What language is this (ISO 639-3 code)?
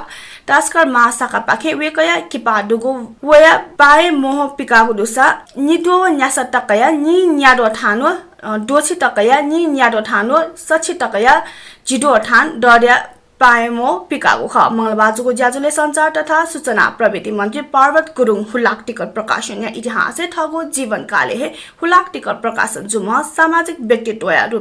new